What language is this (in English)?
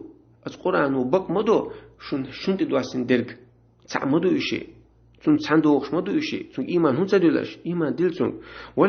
Chechen